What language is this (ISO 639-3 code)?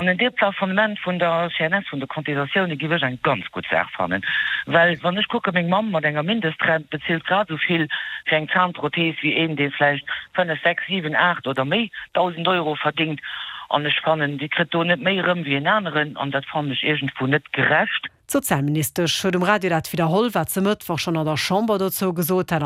ltz